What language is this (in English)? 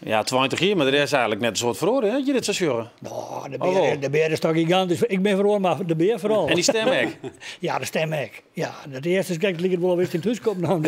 Western Frisian